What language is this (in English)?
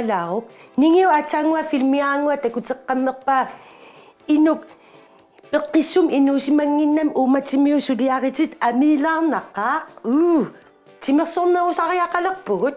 Kalaallisut